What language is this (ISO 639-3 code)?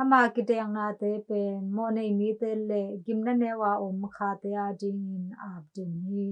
ctd